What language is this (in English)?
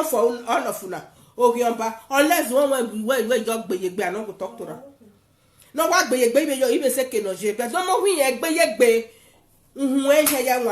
Nigerian Pidgin